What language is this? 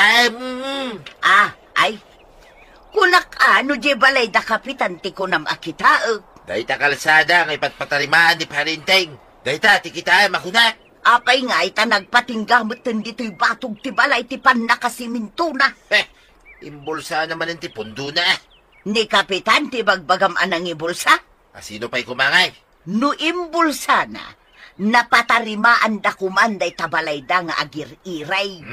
Iloko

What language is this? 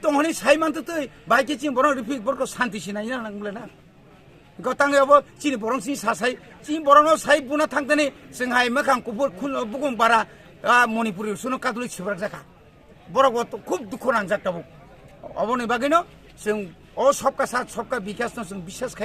Kok Borok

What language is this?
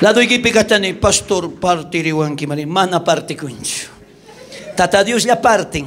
South Bolivian Quechua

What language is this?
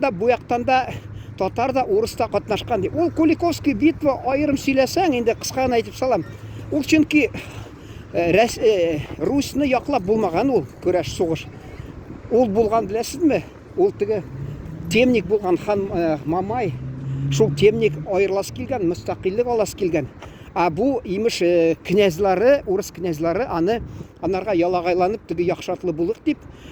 Tatar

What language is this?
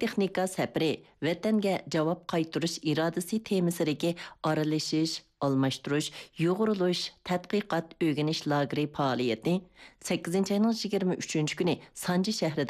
Uyghur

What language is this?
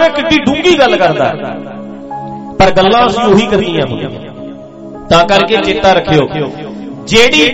Punjabi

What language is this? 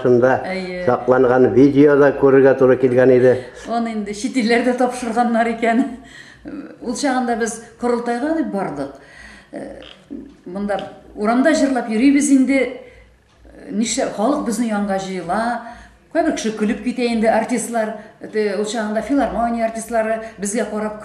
Tatar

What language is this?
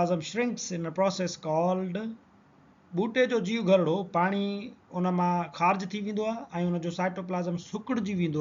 Sindhi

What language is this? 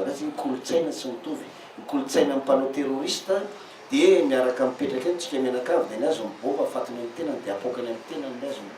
Malagasy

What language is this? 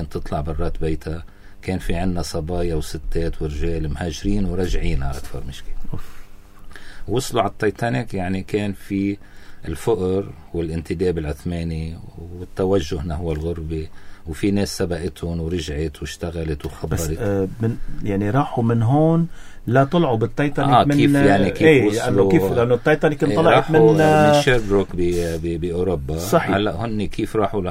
North Levantine Arabic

